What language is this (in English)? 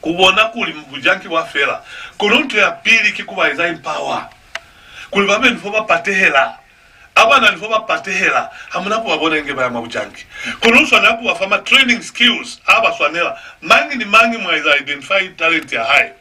Lozi